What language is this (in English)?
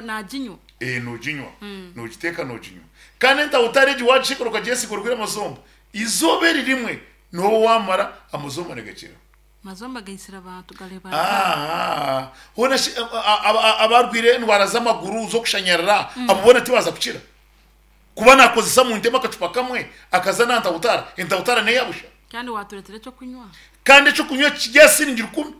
Nyankole